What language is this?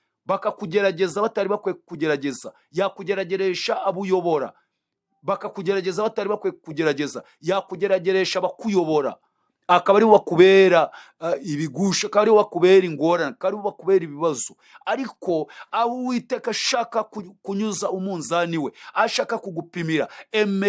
Kinyarwanda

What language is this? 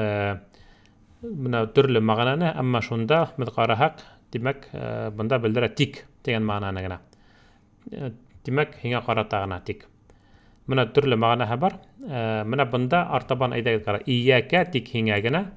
Bashkir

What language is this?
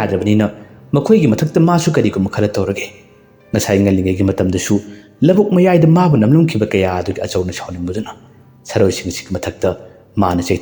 Manipuri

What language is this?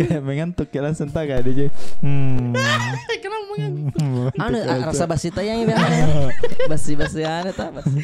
Makassar Malay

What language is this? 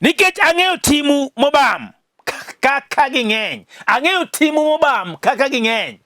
Luo (Kenya and Tanzania)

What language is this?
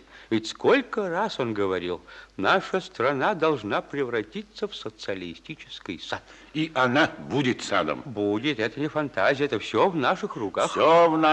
Russian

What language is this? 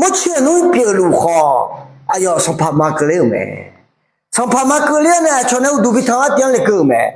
Akha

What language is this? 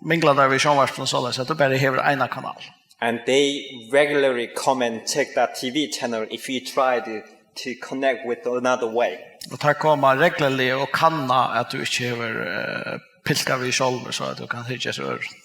Faroese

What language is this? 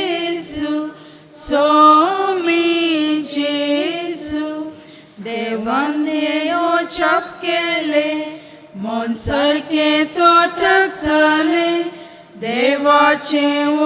Konkani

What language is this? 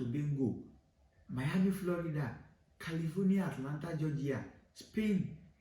Yoruba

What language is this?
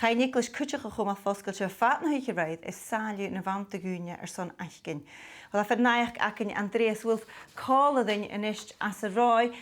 Scottish Gaelic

